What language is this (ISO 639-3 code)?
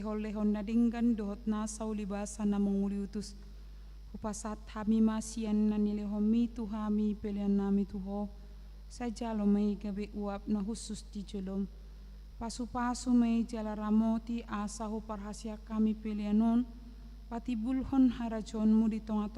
bbc